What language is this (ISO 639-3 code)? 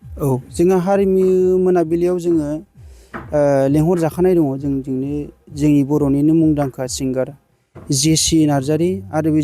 brx